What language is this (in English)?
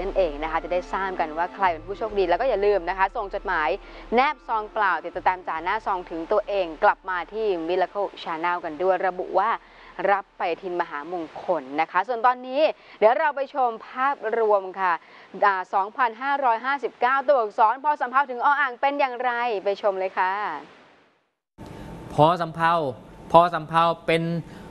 Thai